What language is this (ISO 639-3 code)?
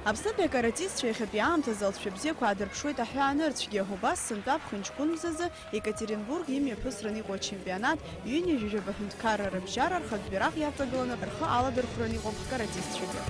abk